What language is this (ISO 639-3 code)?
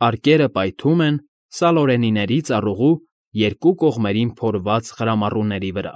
hye